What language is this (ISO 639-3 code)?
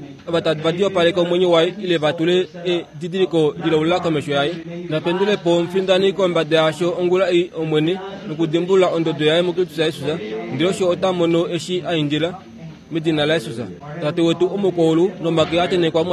kua